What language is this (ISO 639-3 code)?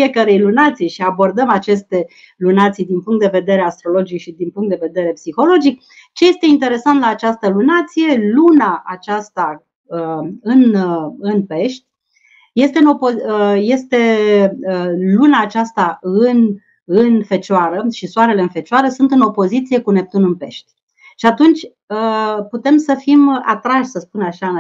ron